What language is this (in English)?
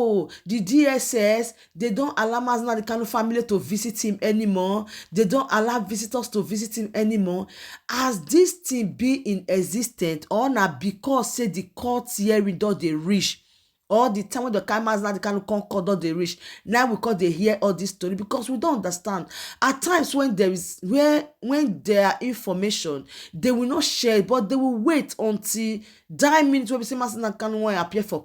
Nigerian Pidgin